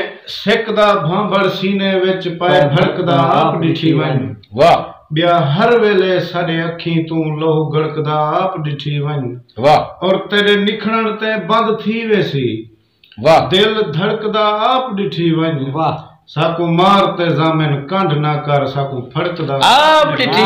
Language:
Saraiki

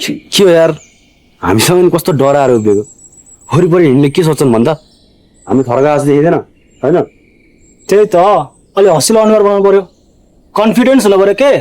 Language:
Nepali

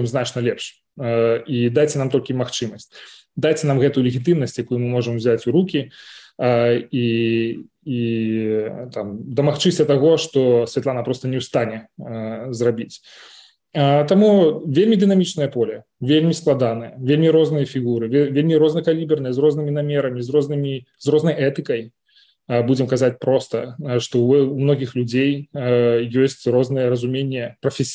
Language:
Belarusian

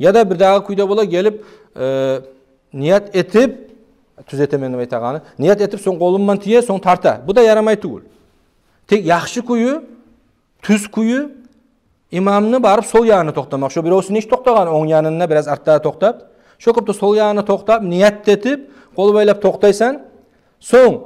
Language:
Kumyk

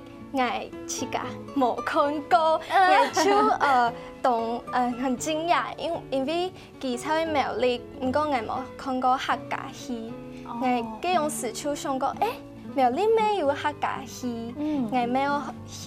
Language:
Hakka Chinese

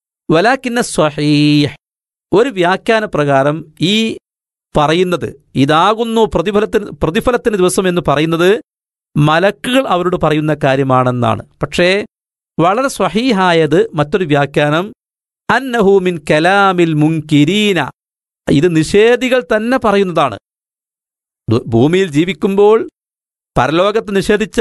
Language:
Malayalam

